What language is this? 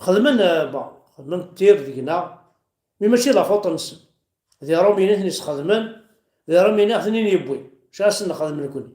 Kabyle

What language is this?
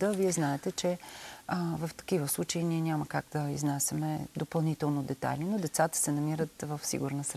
Bulgarian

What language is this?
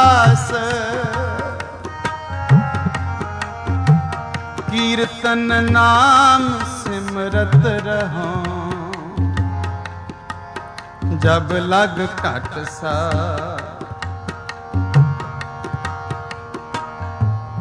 Punjabi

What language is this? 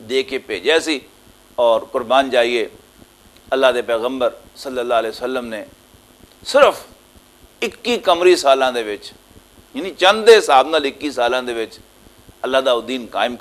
Western Panjabi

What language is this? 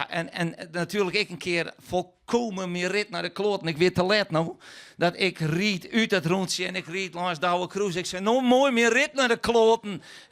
Western Frisian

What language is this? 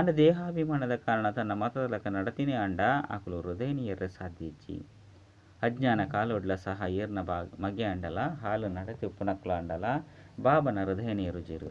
Tulu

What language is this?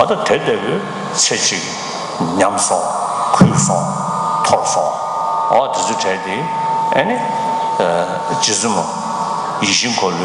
Tibetan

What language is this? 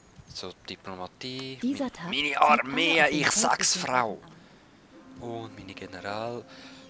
Swiss German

